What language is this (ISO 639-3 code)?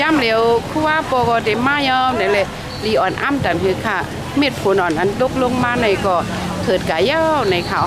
shn